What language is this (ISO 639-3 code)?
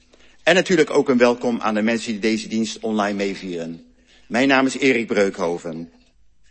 nld